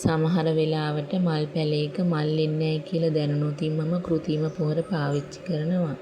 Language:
Sinhala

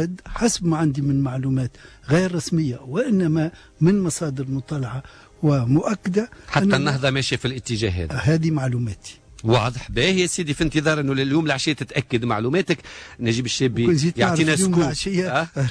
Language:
Tunisian Arabic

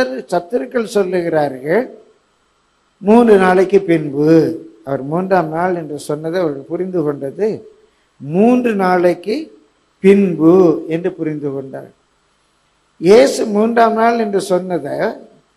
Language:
Tamil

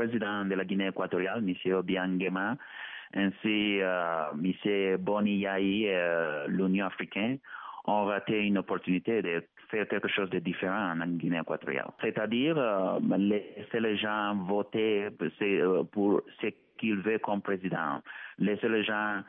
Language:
French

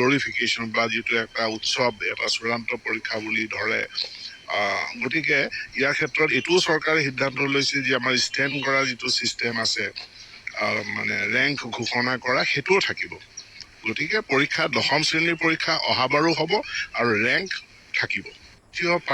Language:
Assamese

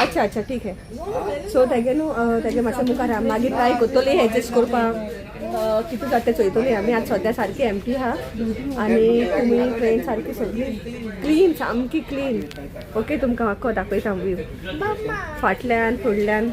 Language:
Konkani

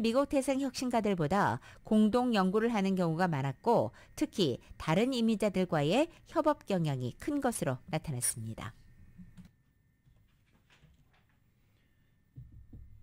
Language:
Korean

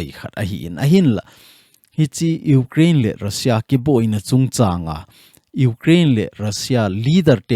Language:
Thado Chin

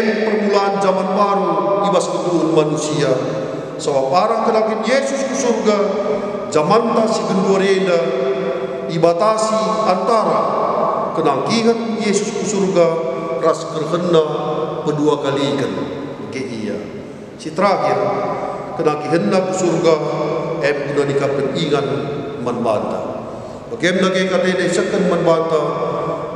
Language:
Batak Karo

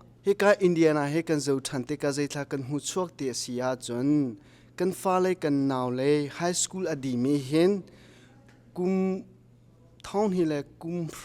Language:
Hakha Chin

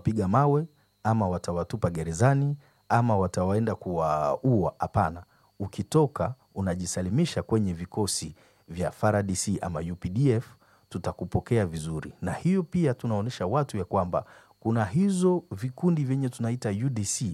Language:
Swahili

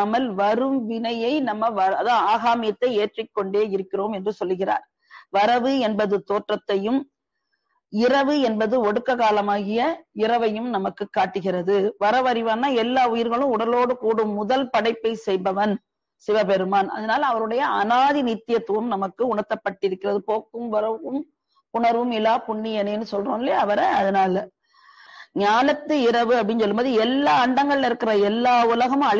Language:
Tamil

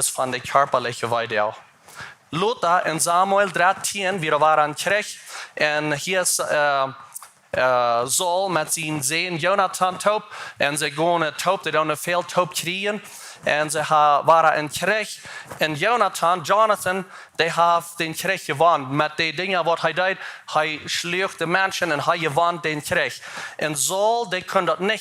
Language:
Plautdietsch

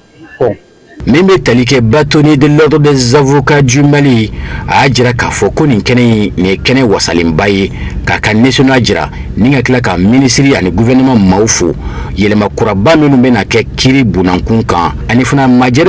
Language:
Bambara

